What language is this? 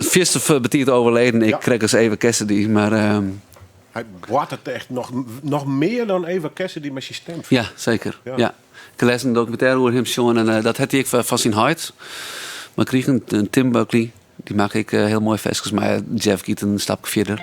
Western Frisian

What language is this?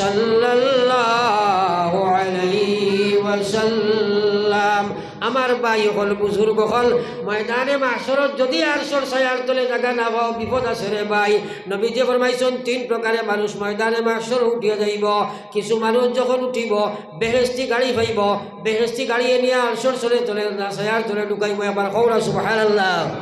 Sylheti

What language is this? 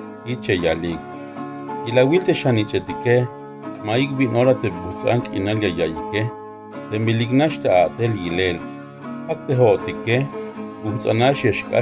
Tzeltal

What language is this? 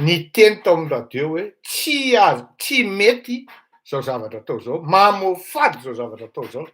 Malagasy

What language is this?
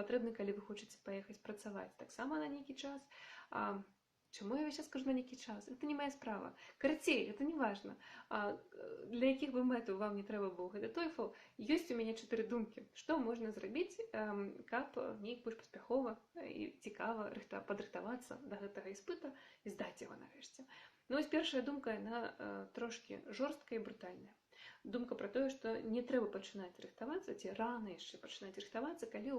Belarusian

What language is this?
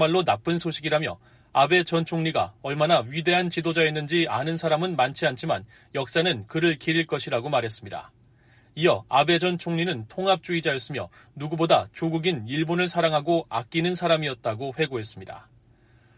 Korean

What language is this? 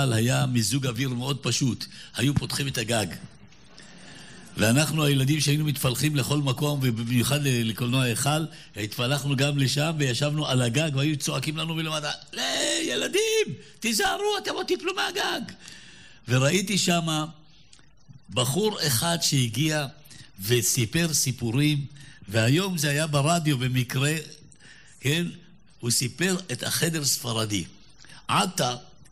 Hebrew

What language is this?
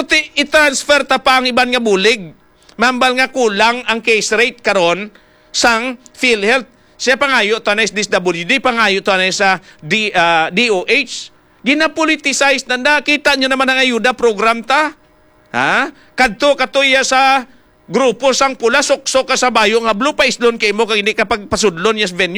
Hiligaynon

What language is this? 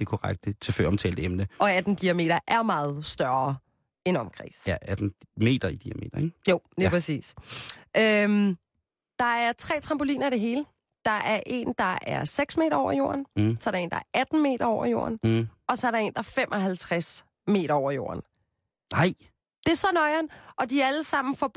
Danish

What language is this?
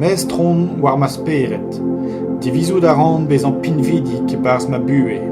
Breton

